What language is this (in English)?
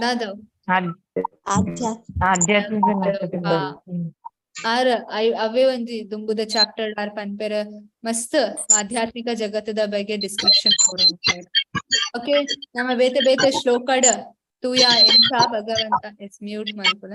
Tulu